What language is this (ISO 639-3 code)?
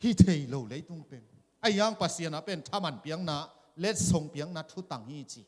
ctd